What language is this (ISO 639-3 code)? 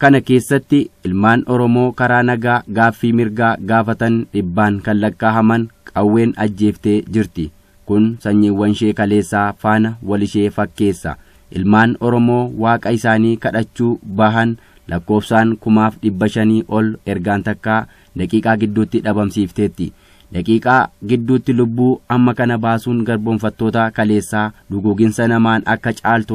orm